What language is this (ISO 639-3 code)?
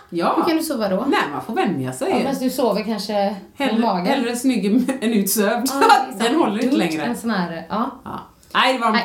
swe